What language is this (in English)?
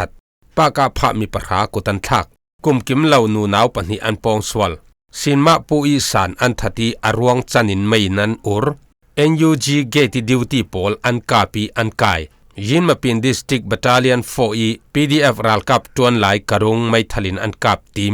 Falam Chin